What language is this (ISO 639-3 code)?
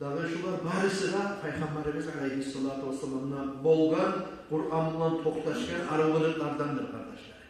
kum